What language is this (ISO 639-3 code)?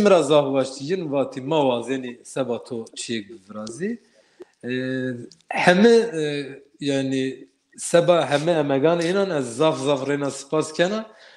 zza